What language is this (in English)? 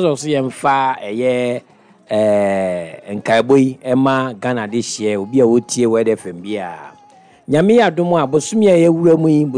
Akan